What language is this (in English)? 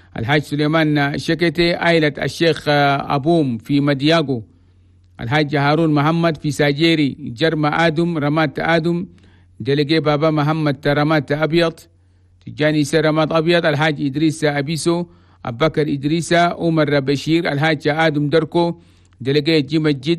Chadian Arabic